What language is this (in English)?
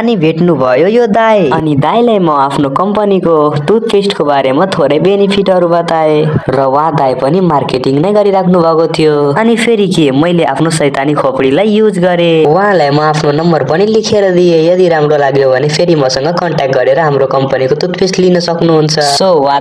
Nepali